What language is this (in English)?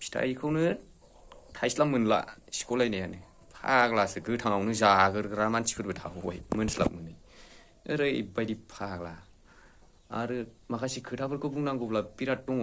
Bodo